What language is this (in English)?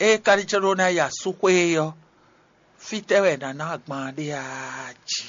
Fon